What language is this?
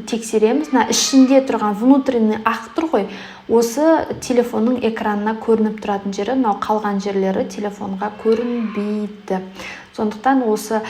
Kazakh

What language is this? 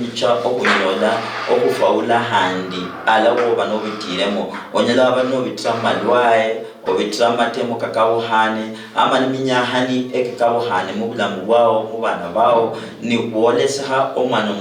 Luyia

